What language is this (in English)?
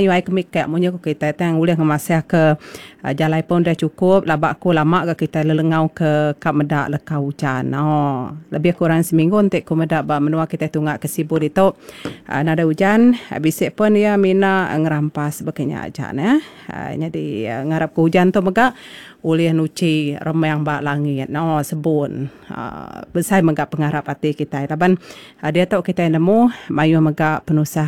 Iban